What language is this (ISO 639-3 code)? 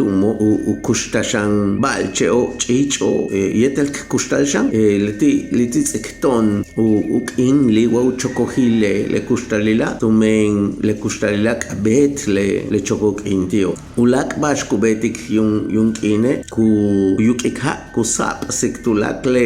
yua